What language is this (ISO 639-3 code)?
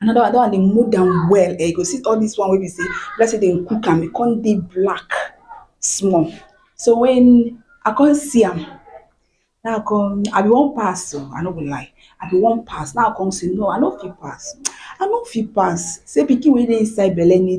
pcm